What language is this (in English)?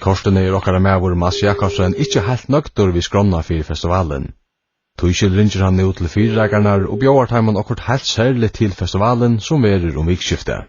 Faroese